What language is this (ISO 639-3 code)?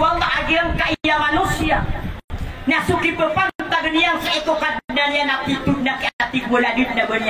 mrw